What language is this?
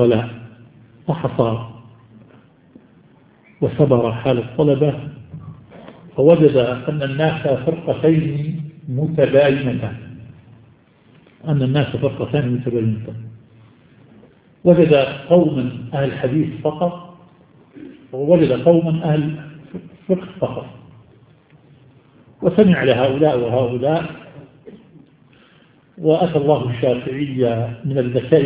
Arabic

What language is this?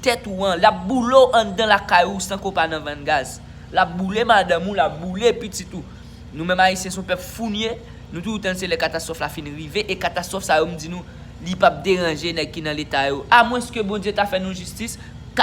Haitian Creole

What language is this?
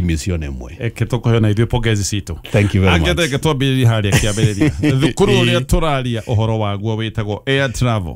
Kikuyu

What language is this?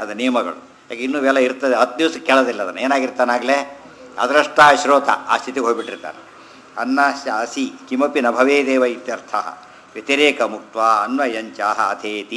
Kannada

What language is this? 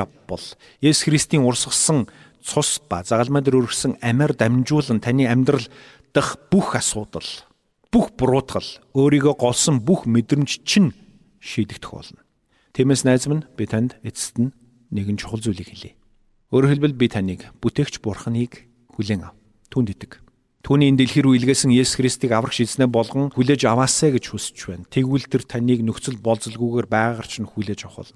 Mongolian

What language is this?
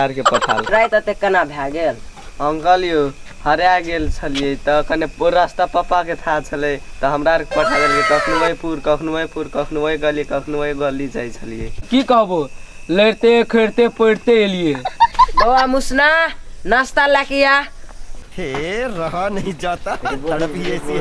Maithili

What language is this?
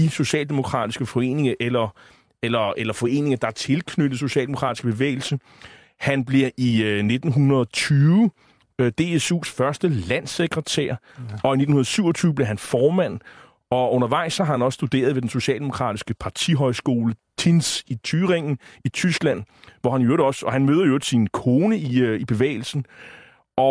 Danish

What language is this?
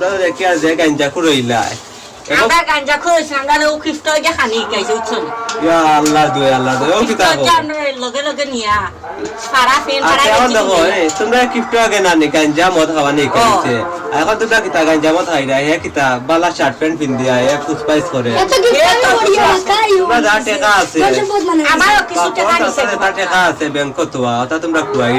Sylheti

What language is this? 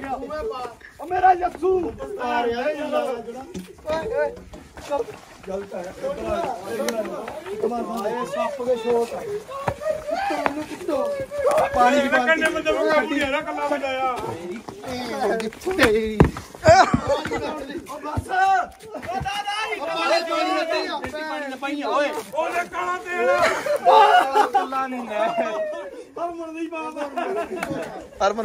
Punjabi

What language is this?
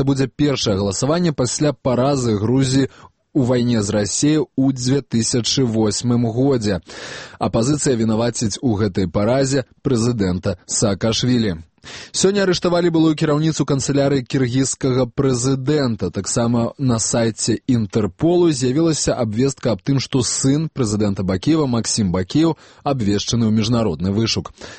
Belarusian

